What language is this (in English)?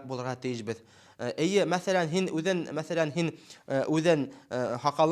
Bashkir